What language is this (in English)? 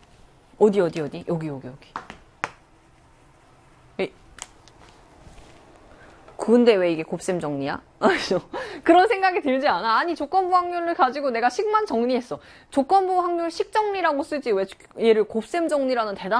Korean